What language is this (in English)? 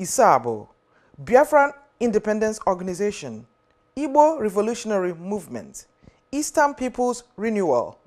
Igbo